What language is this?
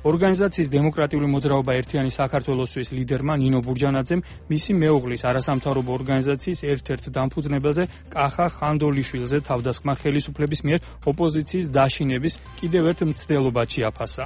Georgian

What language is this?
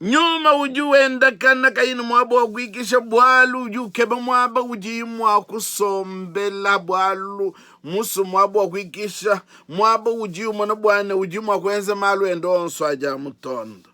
Luba-Lulua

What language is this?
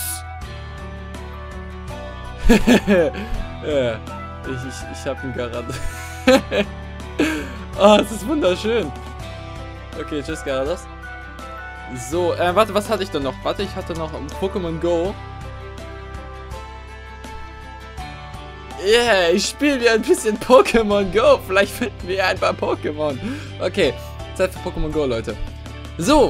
German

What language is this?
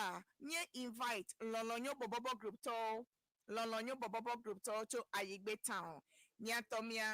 Ewe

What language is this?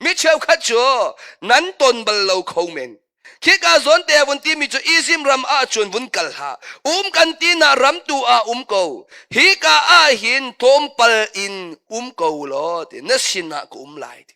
Hakha Chin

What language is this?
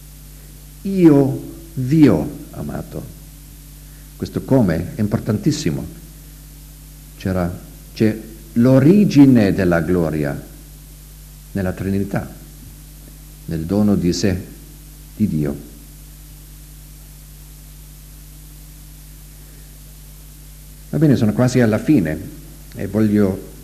Italian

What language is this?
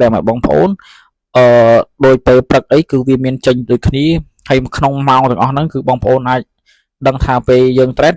Khmer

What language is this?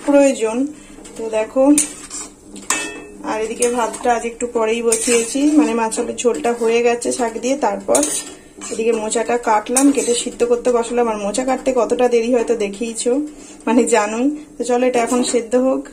Bangla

